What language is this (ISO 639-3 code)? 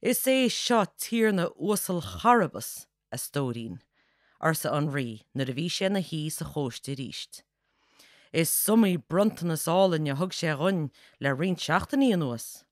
gle